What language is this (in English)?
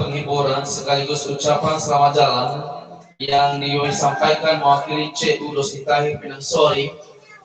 Nias